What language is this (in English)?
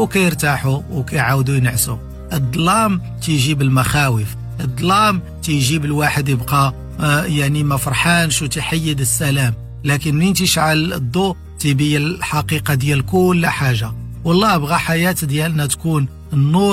Moroccan Arabic